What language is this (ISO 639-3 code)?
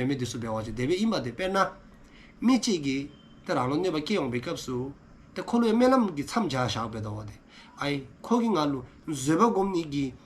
dzo